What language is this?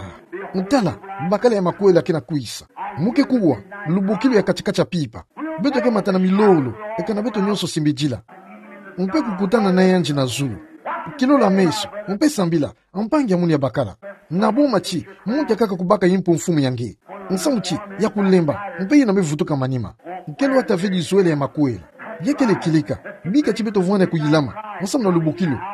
Kituba (Democratic Republic of Congo)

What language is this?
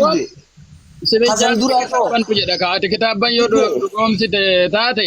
Oromo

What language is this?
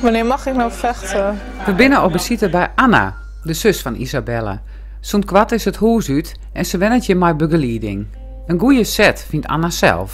Western Frisian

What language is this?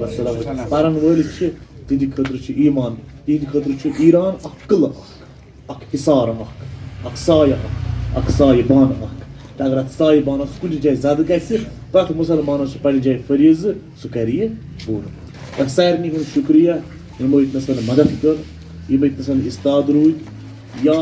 Kashmiri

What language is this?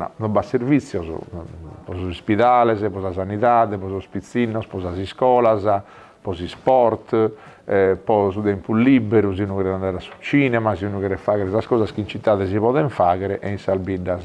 Sardinian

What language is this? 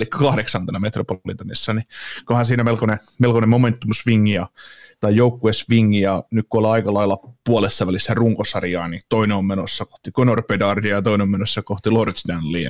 Finnish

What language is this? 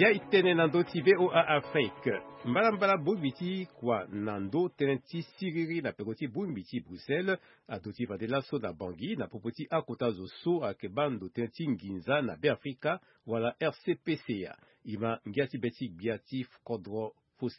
Sango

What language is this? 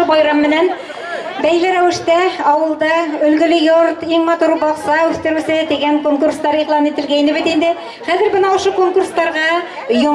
Bashkir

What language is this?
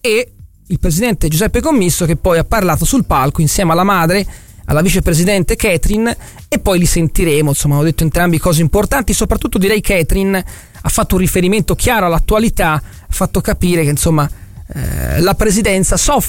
Italian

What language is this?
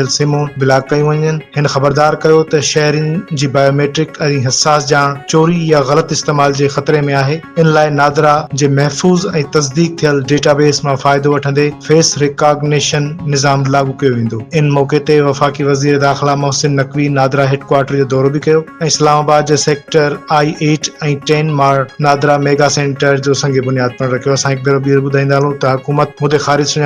Sindhi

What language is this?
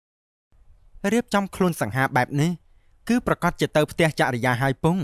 Khmer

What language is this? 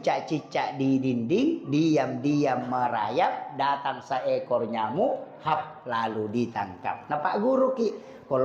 Buginese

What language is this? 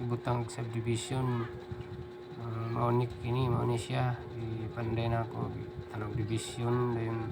Cebuano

